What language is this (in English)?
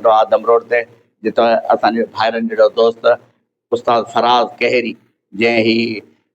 Sindhi